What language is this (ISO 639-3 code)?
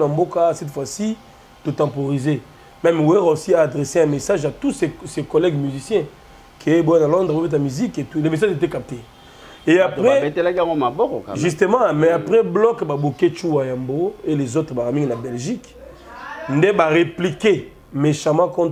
lin